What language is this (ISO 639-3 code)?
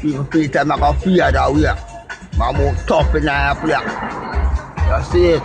jam